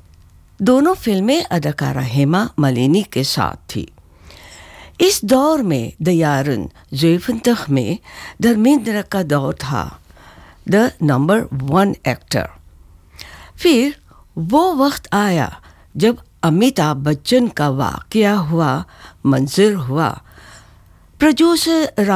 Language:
Urdu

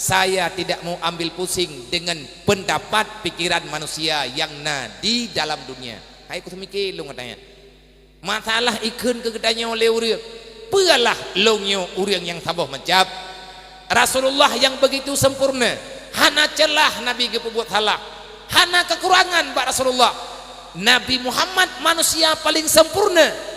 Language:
Achinese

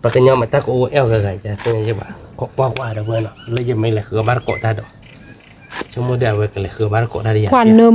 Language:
S'gaw Karen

